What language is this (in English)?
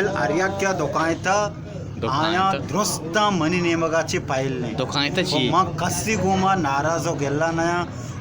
Baluchi